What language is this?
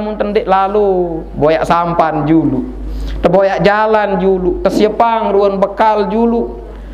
Sasak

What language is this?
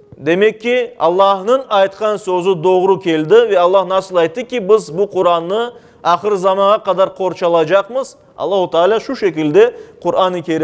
Crimean Tatar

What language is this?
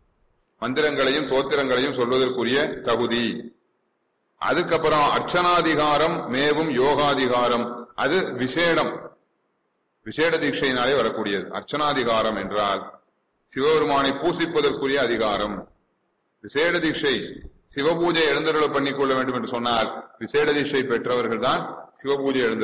Tamil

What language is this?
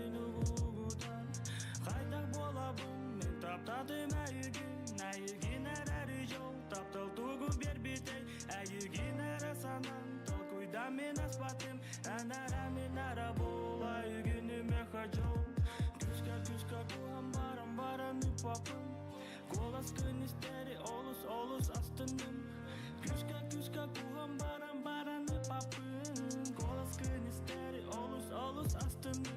Yakut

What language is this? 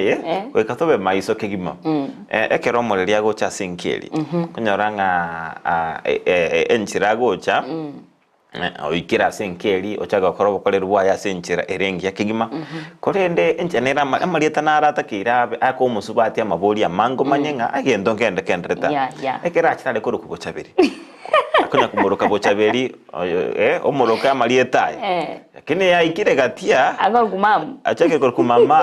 Gusii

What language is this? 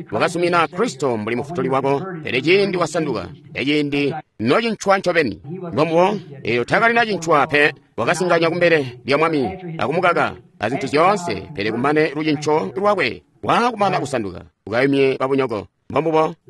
Tonga (Zambia)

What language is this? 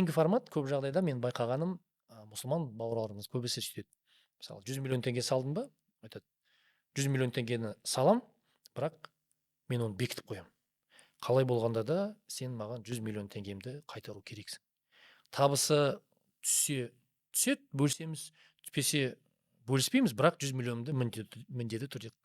Kazakh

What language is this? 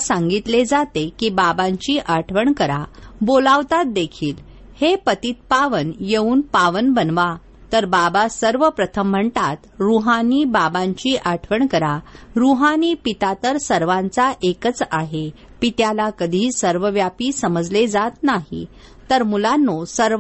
Marathi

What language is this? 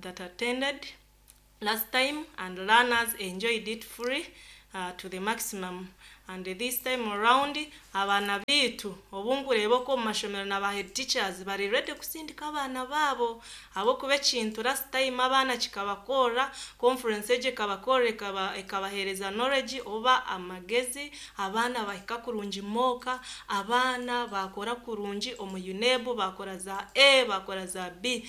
Nyankole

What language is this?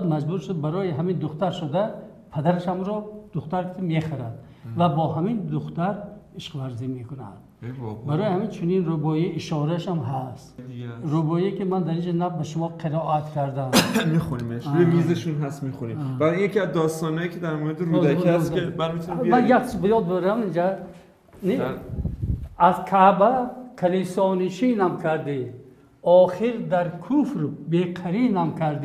Persian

